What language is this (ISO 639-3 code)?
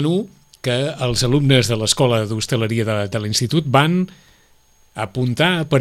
cat